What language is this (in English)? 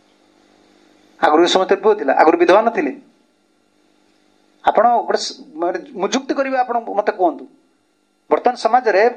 Odia